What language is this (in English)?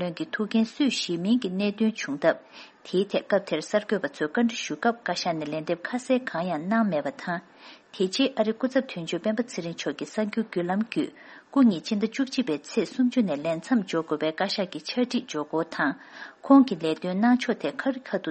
Tibetan